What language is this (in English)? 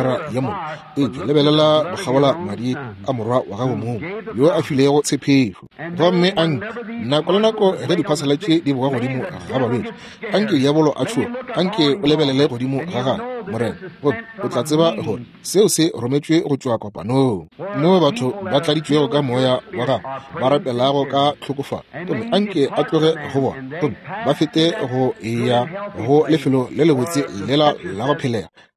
Northern Sotho